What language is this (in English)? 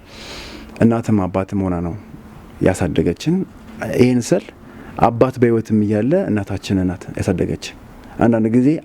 Amharic